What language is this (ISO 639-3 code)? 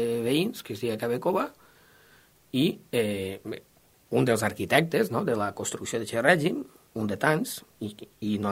cat